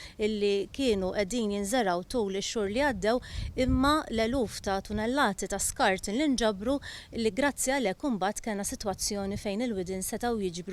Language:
Maltese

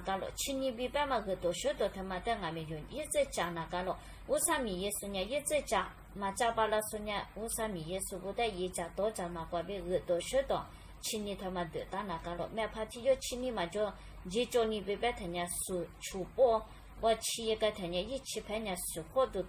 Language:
Lisu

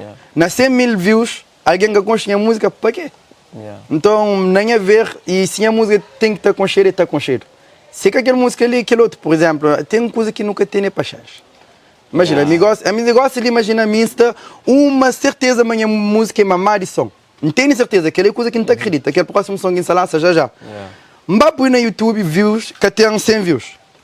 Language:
Kabuverdianu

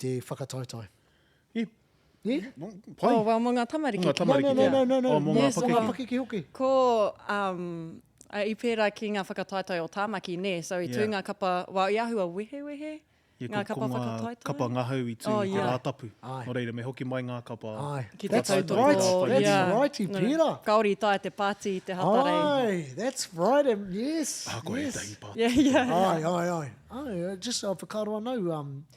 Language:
Māori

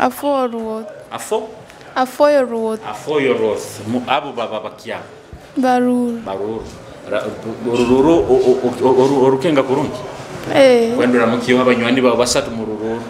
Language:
Nyoro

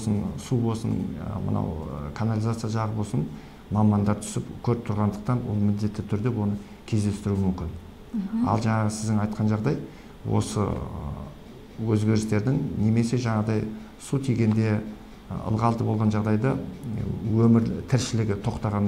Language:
Kazakh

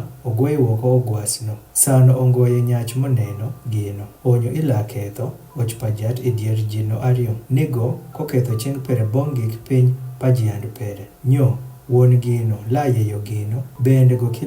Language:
Adhola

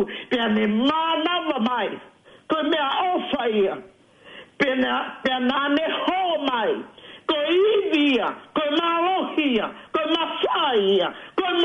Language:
Tongan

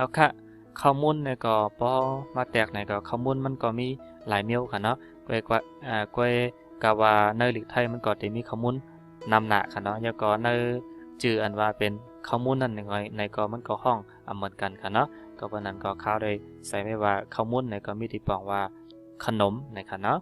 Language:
Shan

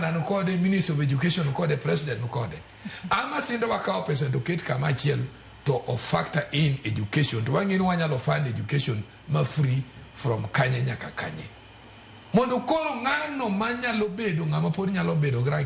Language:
Luo (Kenya and Tanzania)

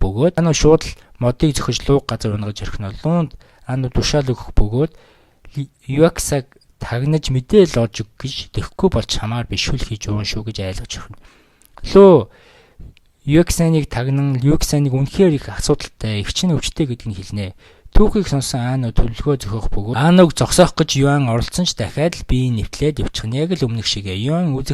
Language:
Mongolian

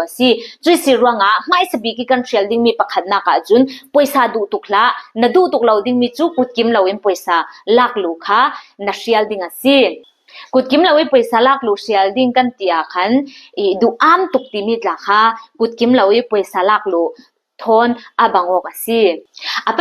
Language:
Falam Chin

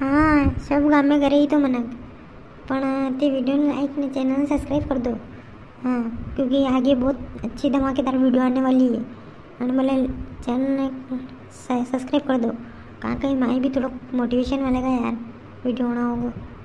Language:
Rajasthani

